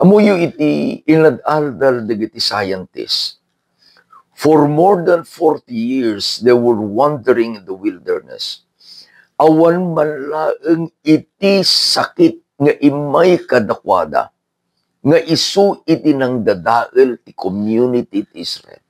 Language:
Iloko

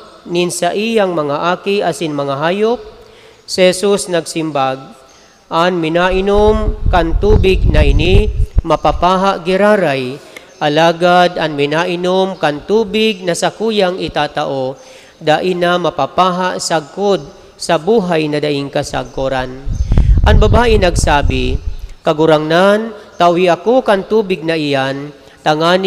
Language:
Bikol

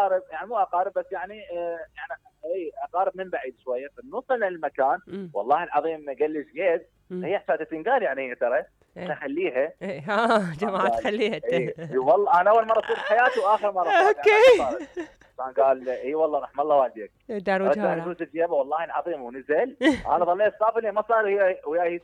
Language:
Mesopotamian Arabic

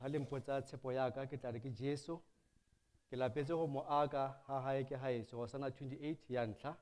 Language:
Southern Sotho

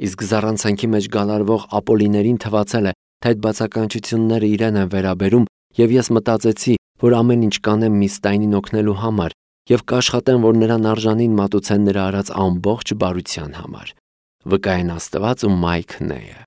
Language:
Armenian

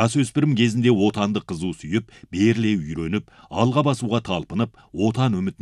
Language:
Kazakh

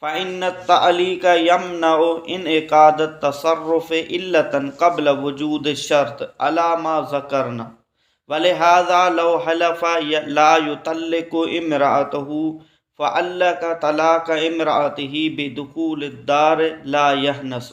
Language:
Sindhi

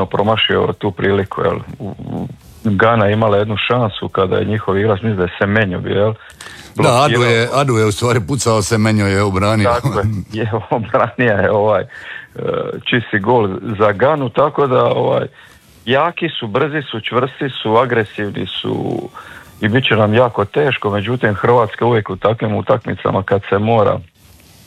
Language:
Croatian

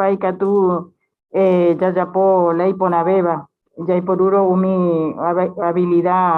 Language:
Guarani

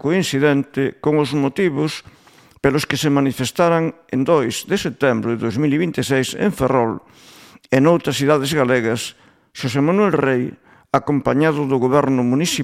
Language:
Galician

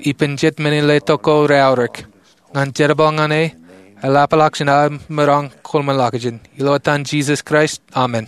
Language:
Marshallese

